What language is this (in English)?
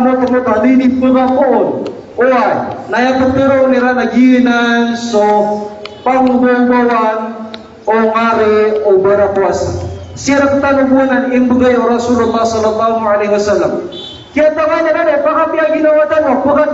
Maranao